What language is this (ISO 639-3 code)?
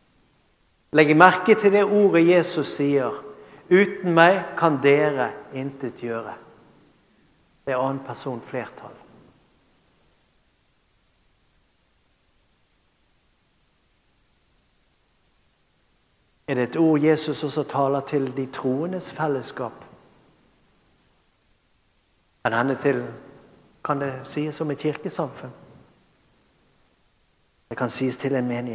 nor